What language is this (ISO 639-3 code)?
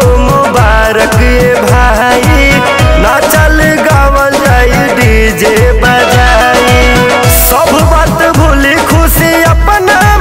bho